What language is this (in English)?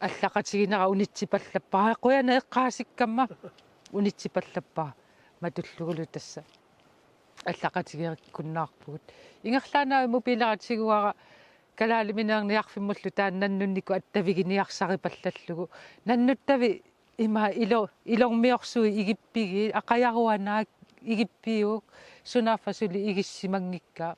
Kalaallisut